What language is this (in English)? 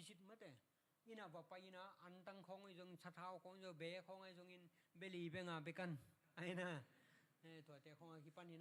Tedim Chin